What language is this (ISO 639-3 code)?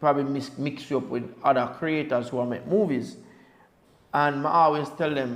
jam